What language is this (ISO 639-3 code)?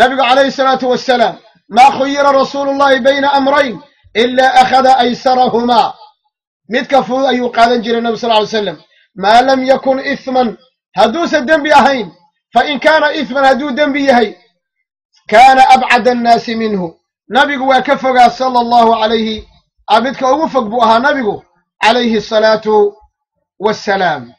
som